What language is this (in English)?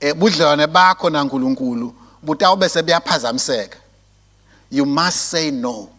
Swati